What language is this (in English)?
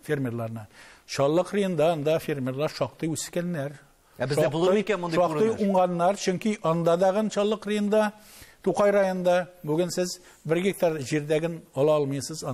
Tatar